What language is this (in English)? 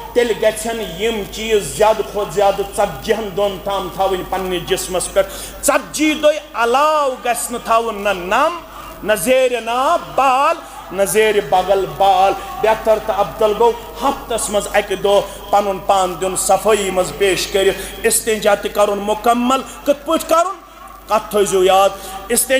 Kashmiri